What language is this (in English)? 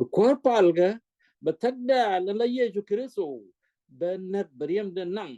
Nuer